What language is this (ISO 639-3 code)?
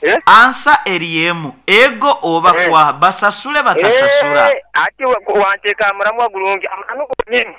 nyo